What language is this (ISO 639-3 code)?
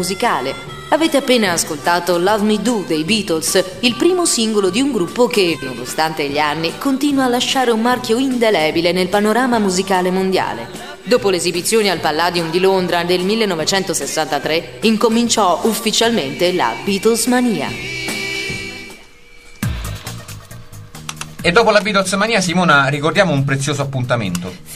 ita